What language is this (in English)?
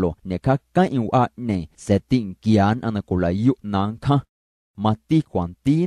Guerrero Amuzgo